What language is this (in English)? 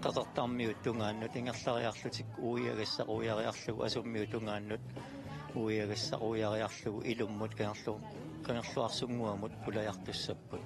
Kalaallisut